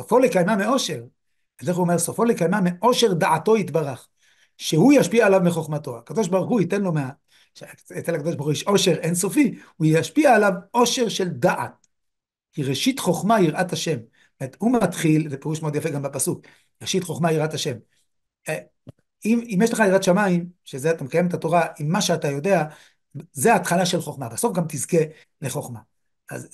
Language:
Hebrew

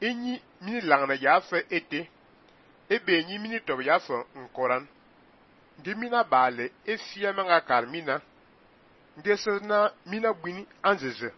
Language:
Fang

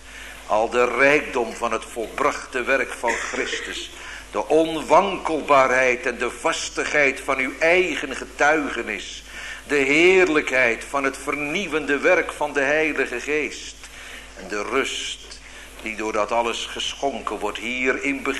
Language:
Dutch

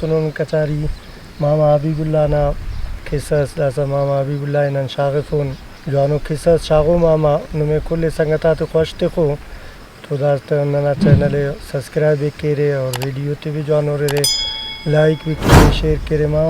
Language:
Brahui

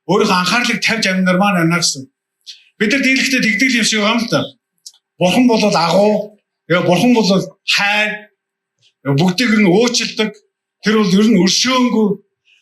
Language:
Mongolian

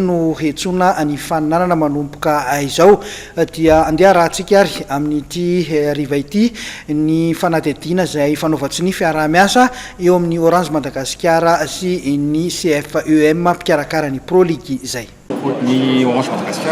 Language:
Malagasy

